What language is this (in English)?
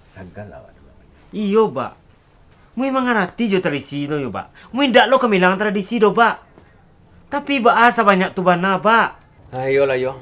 Minangkabau